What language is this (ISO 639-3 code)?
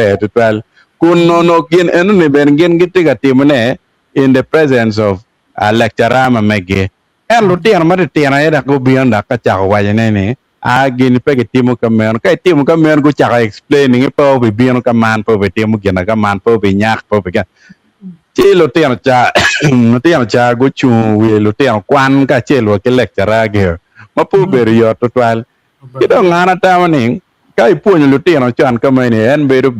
ach